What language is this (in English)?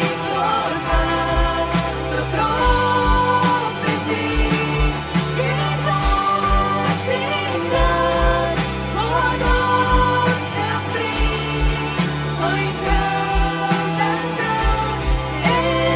Plautdietsch